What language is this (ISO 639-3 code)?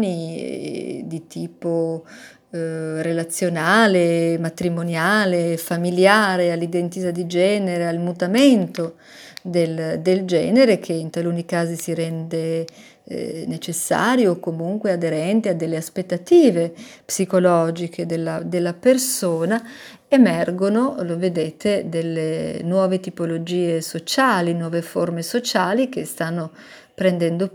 ita